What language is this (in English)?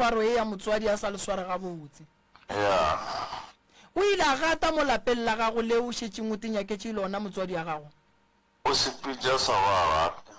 Northern Sotho